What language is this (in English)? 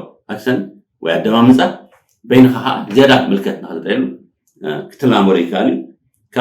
Tigrinya